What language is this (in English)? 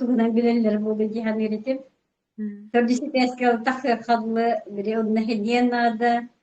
Yakut